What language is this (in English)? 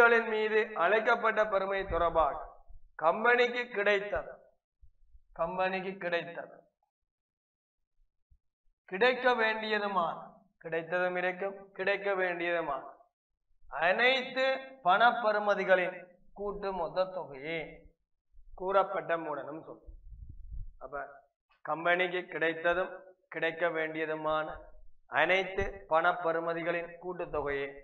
Tamil